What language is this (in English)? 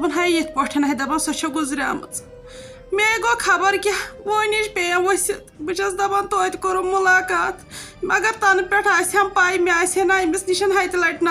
Kashmiri